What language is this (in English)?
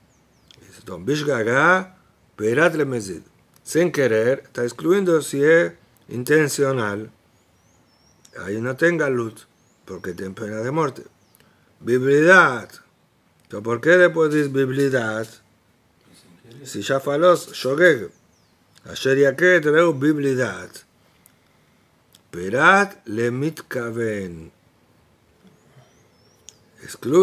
Spanish